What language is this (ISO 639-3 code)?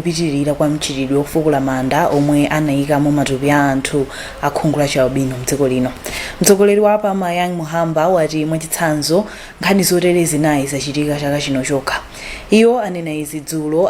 nya